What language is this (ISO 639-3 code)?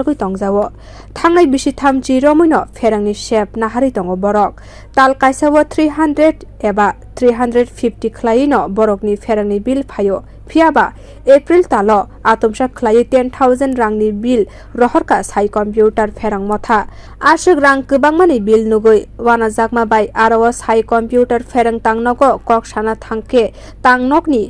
trp